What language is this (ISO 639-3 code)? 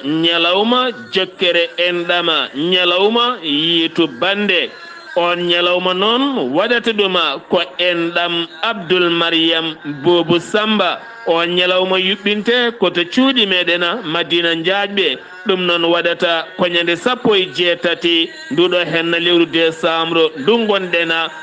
ful